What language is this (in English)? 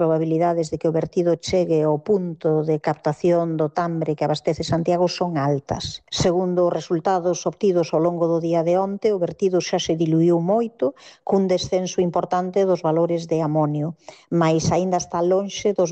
Galician